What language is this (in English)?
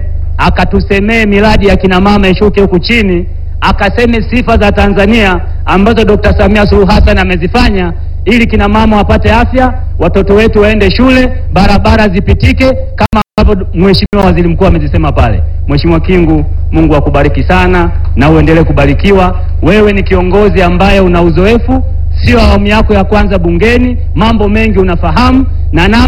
Swahili